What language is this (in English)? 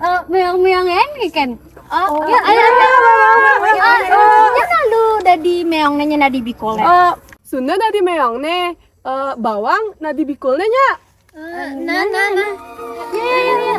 Balinese